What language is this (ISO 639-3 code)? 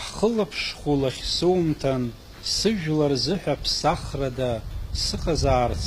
abk